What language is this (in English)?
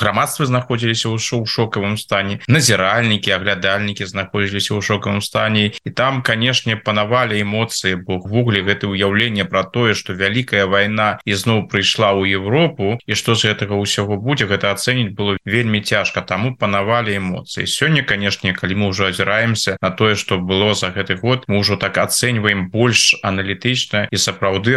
Belarusian